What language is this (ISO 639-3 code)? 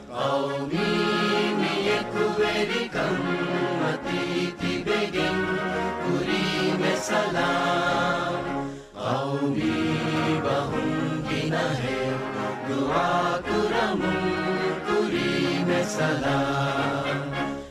div